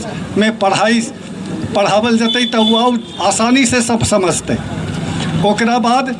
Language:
Magahi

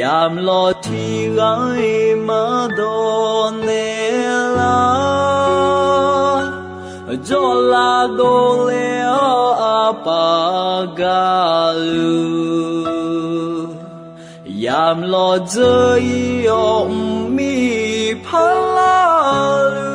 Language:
Akha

